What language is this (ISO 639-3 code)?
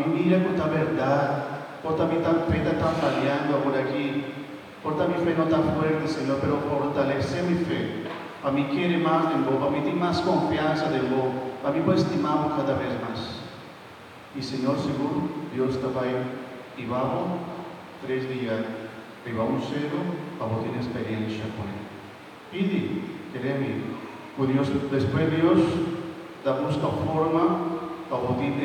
pap